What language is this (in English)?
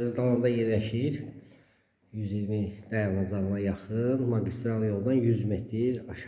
Azerbaijani